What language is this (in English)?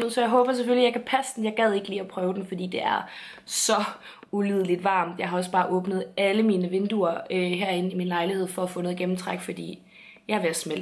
Danish